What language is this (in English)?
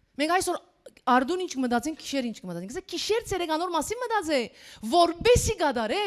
Western Armenian